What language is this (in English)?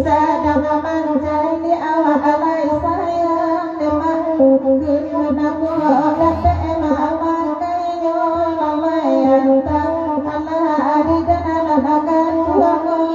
Minangkabau